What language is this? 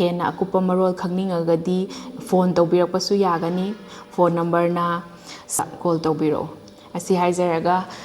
Manipuri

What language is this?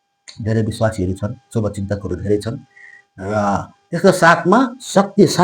Nepali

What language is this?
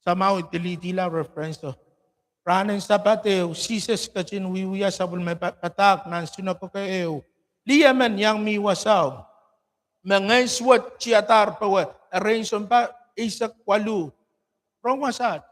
Pohnpeian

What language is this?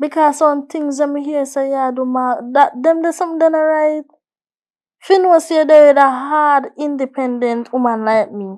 Jamaican Creole English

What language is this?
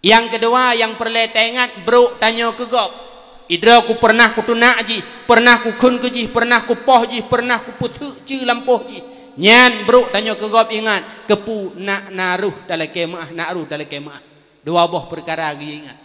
Achinese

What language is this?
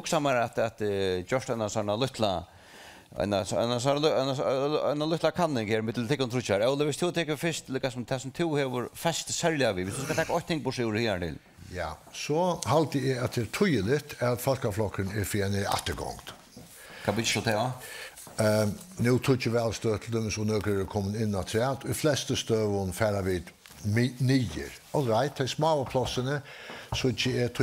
Faroese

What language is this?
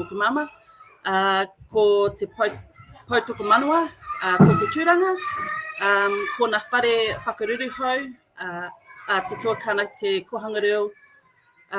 Māori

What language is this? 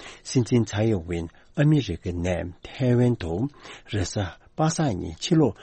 Tibetan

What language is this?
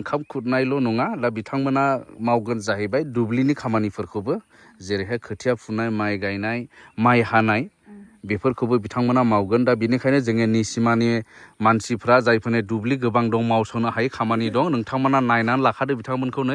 Bodo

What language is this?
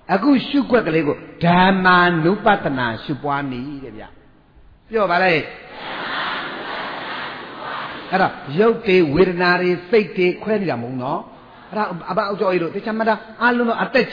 Burmese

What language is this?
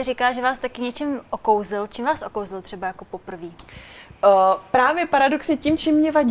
Czech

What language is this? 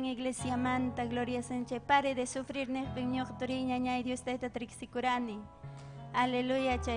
Ayacucho Quechua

